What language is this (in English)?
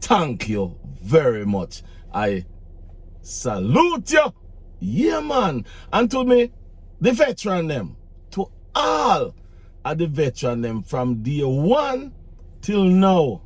Jamaican Creole English